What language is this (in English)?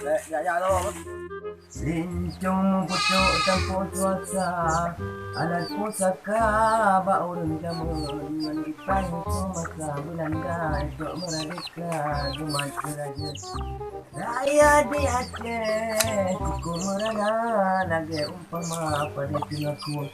Achinese